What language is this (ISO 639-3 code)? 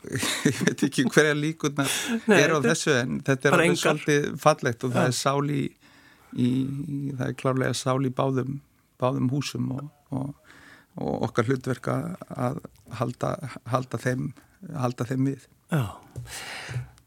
isl